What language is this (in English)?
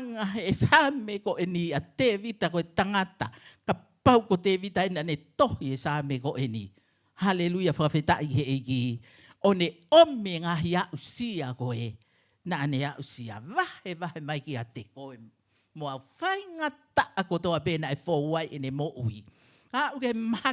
Tongan